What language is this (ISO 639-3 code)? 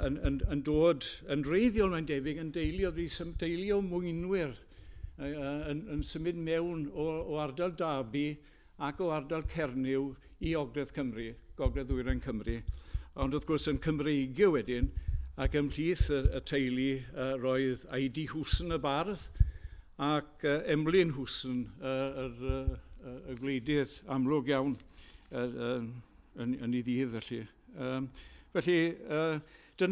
cym